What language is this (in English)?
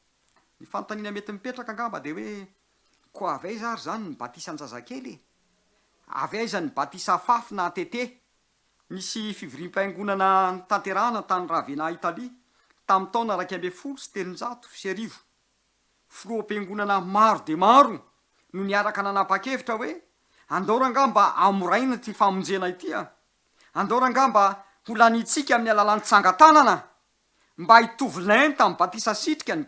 Malagasy